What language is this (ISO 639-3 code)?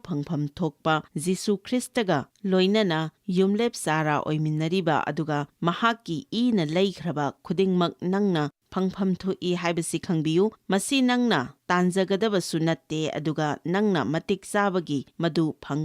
mni